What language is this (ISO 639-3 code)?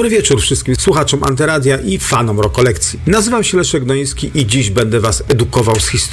pol